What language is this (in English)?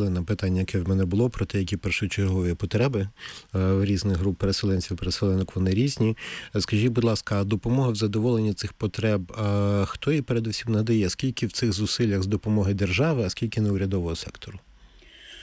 Ukrainian